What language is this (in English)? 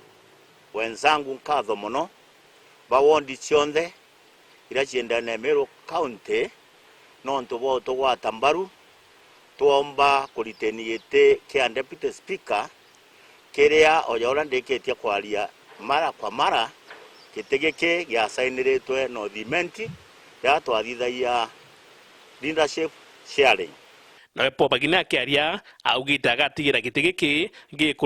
Meru